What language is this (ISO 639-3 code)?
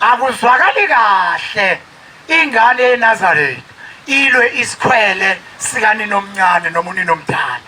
zul